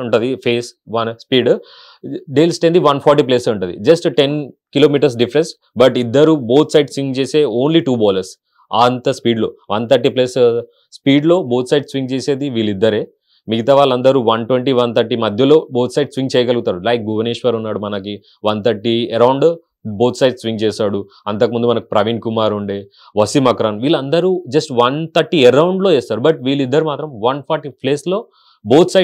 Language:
Telugu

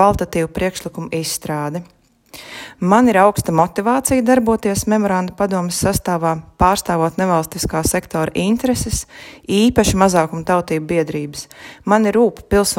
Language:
Latvian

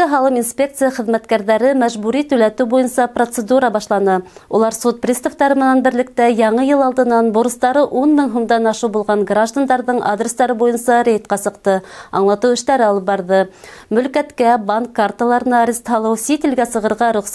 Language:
Bashkir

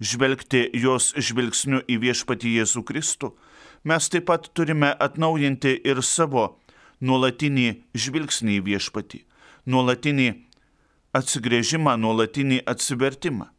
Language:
Lithuanian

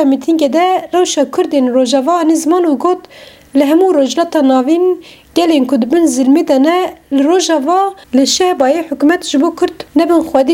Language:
Kurdish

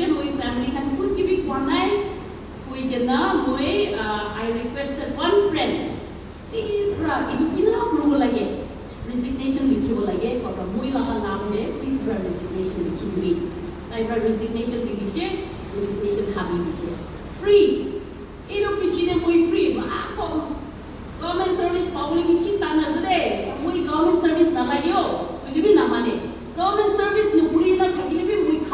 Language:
Naga Pidgin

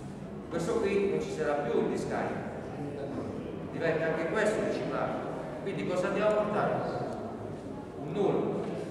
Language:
Italian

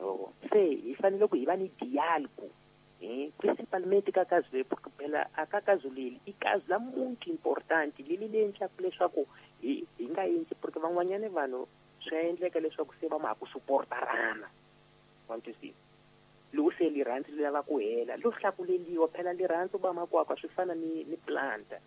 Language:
Tsonga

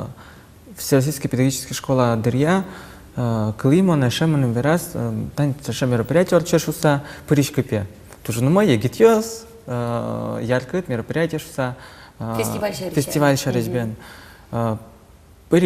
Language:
Udmurt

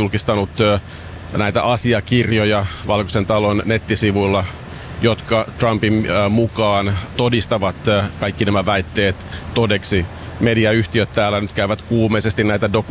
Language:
Finnish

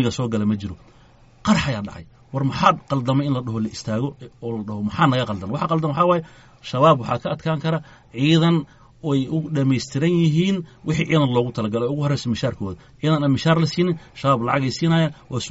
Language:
Somali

